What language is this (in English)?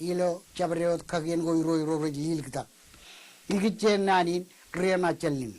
Marshallese